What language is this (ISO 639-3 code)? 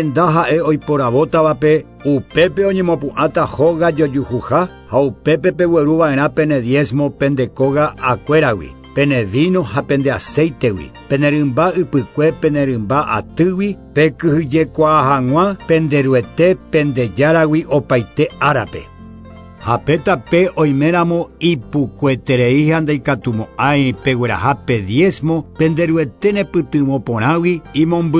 grn